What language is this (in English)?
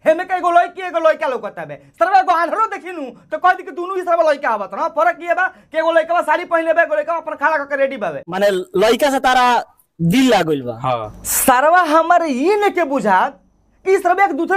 Bhojpuri